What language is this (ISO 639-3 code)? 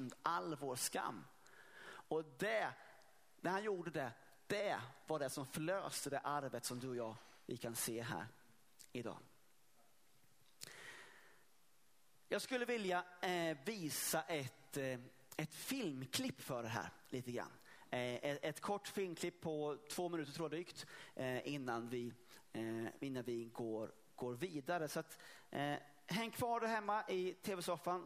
swe